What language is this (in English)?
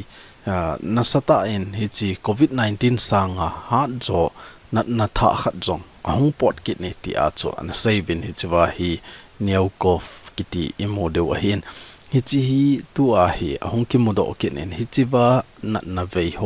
Thado Chin